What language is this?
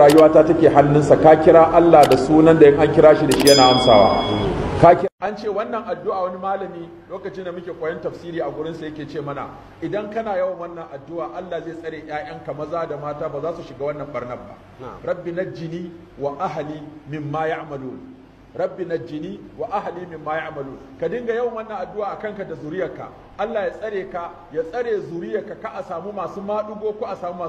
Hausa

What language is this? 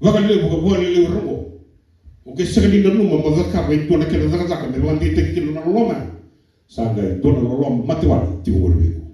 Fijian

